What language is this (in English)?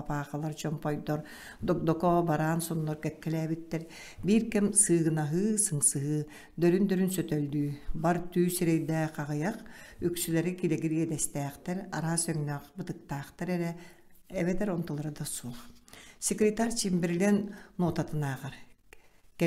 Yakut